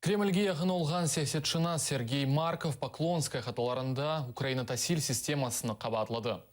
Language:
Crimean Tatar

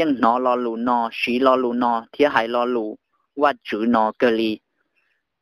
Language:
Hmong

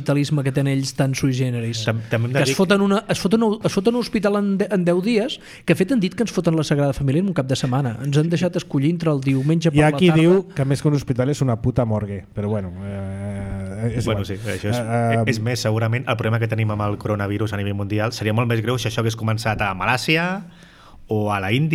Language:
Catalan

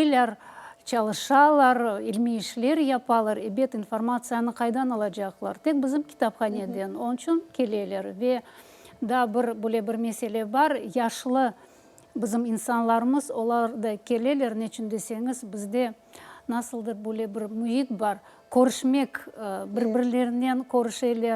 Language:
Crimean Tatar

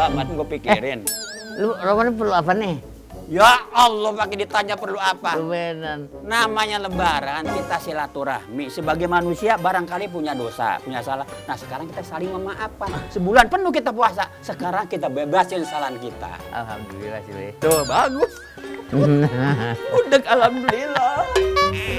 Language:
Betawi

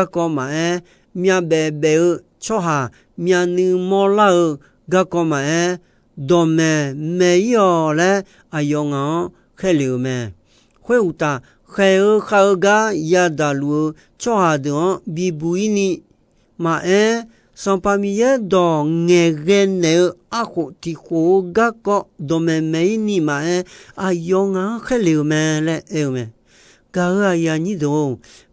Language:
Akha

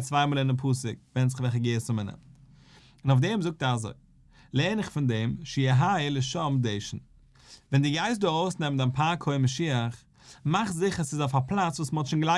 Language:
Yiddish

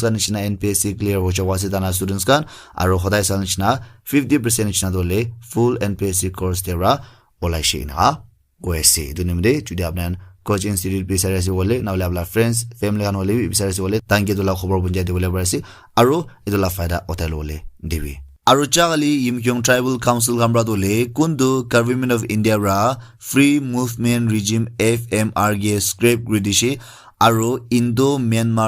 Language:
Naga Pidgin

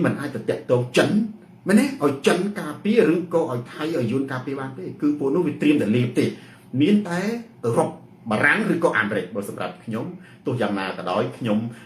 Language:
Khmer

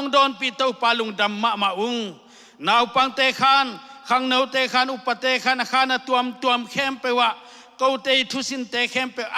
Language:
Tedim Chin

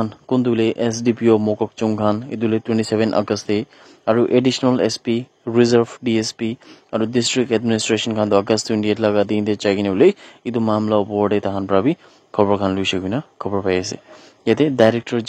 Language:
Naga Pidgin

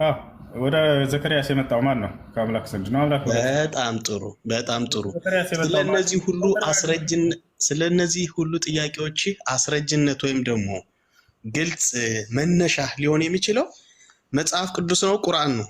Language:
Amharic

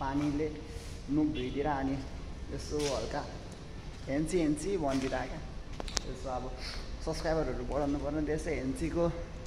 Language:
Nepali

